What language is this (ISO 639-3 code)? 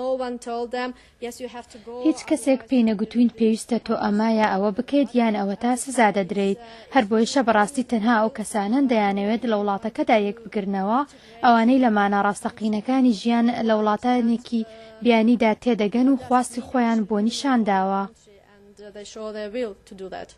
ckb